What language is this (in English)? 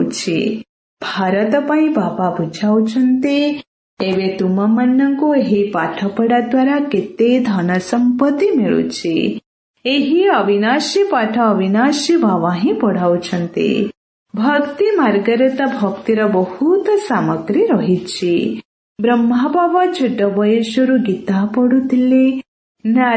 Odia